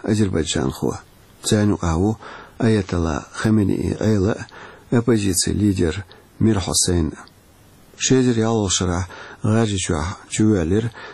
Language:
Chechen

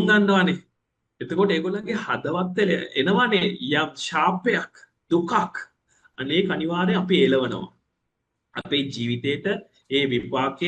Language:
Sinhala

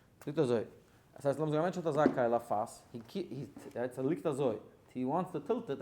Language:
Yiddish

